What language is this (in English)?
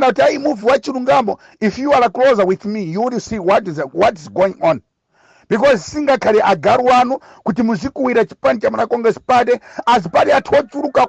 Nyanja